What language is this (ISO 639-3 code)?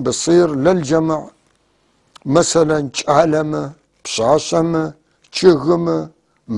apc